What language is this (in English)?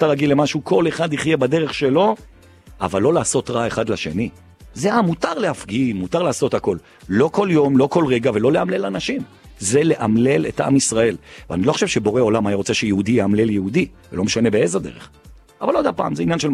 Hebrew